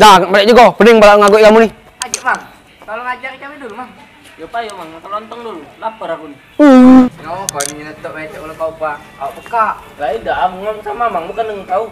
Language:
Musi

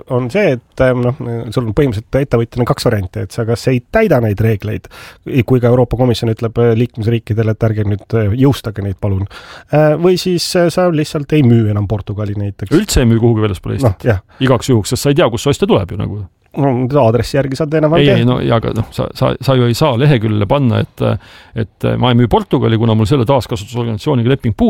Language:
Estonian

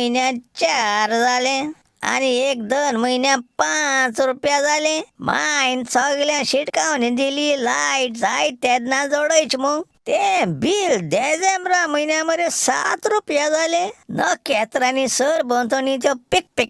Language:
Konkani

